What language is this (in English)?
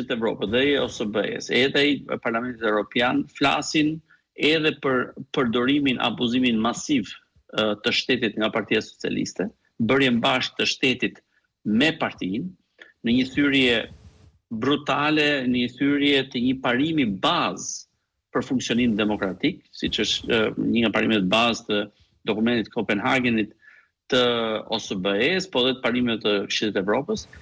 Albanian